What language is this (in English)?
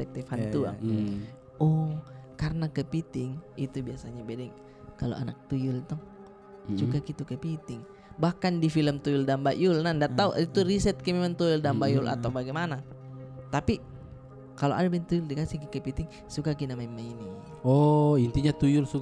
Makassar Malay